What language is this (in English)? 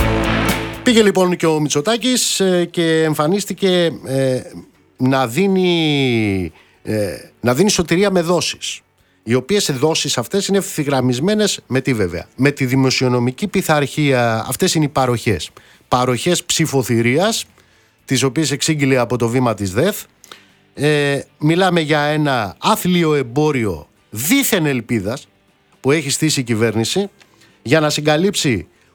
Greek